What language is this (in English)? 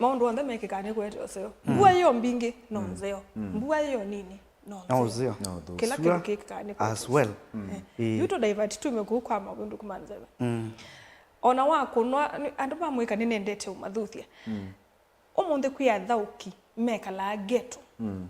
Kamba